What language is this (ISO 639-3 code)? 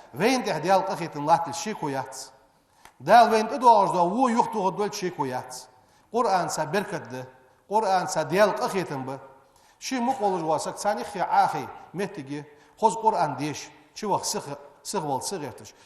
inh